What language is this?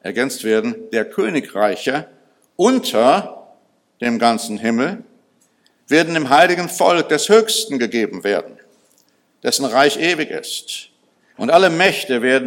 German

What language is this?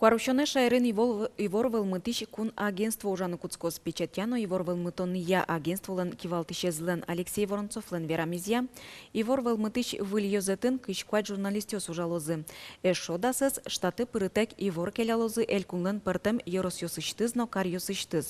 Udmurt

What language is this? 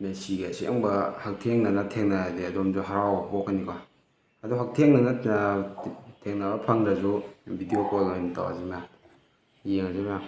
Manipuri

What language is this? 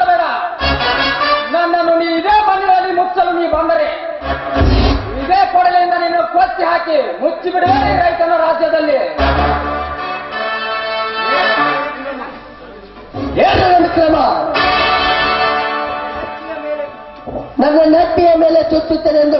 Kannada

